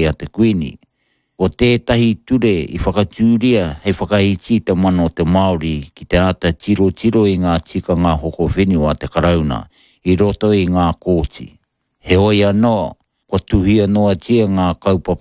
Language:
Māori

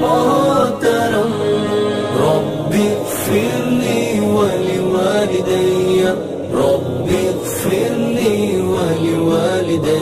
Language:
Pahari-Potwari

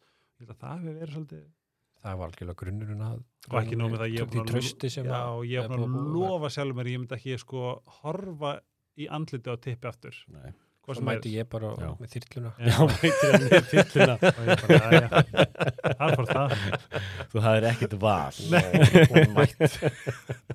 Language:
Icelandic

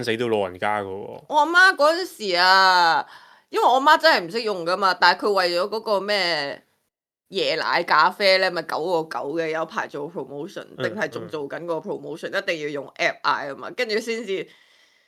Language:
Cantonese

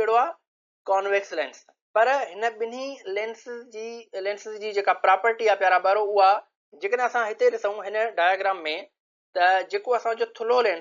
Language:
Sindhi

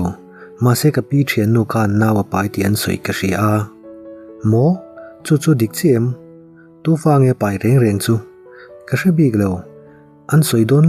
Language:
Mizo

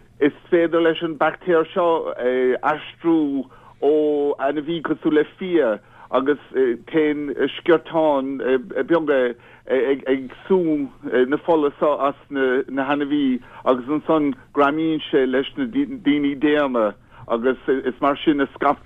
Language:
Irish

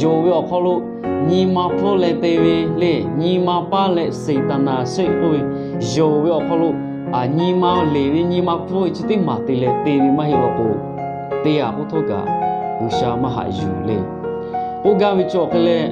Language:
Lahu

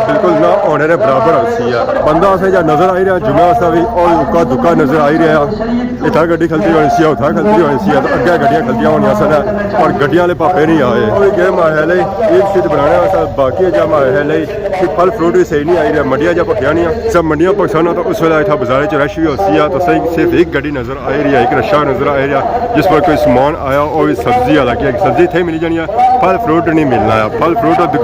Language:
Pahari-Potwari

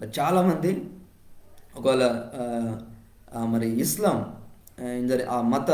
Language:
Koya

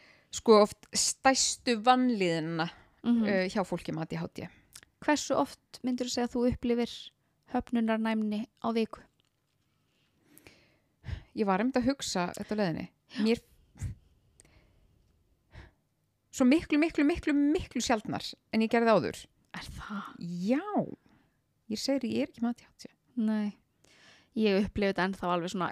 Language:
Icelandic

